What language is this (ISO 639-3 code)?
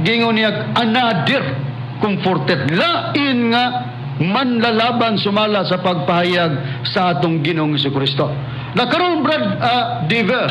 ceb